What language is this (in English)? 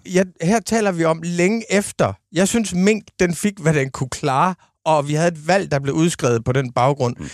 Danish